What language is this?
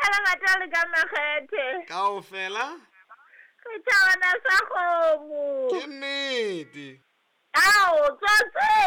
Southern Sotho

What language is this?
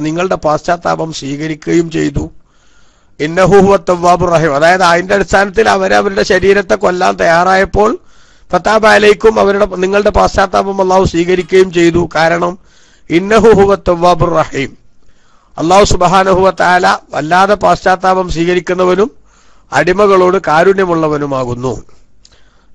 Malayalam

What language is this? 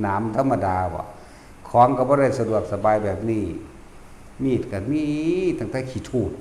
Northeastern Thai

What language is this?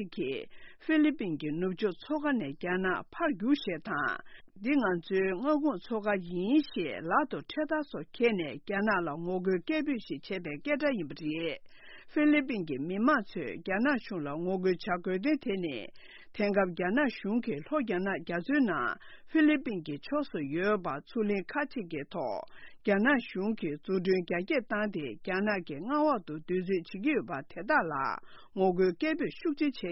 Tibetan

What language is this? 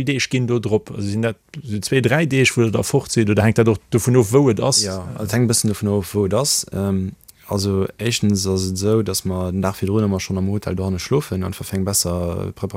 Luxembourgish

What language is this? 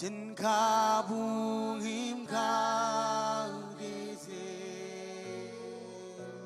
Marshallese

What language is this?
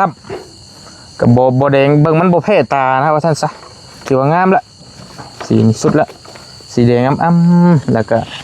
Northeastern Thai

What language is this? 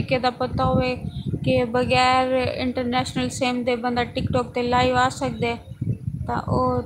Saraiki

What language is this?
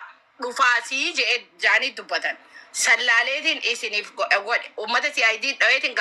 Oromo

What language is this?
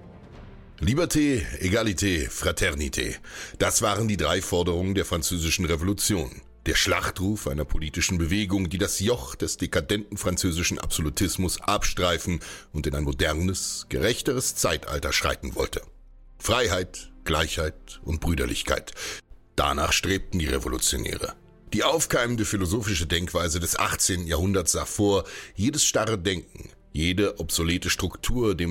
German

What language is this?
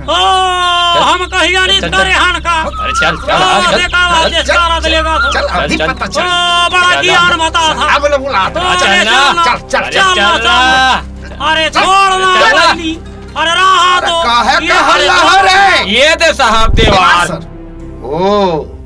Chhattisgarhi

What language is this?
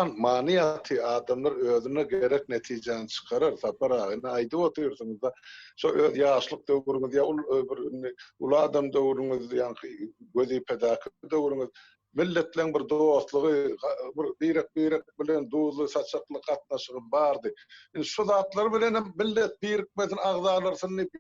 Turkmen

